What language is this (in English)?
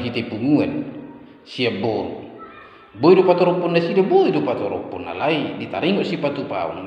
Batak Toba